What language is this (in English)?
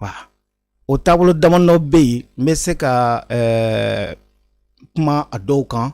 Bambara